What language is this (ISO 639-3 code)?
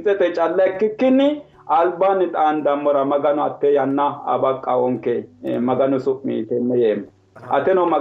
sid